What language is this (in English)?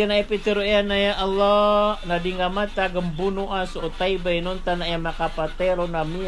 Maranao